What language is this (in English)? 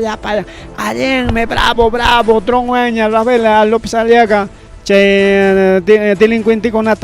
Ayacucho Quechua